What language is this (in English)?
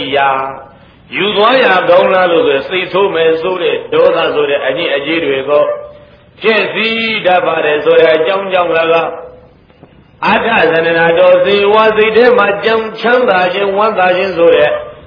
Burmese